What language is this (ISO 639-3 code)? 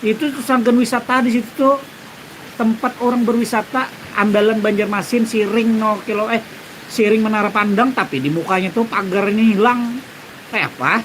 bjn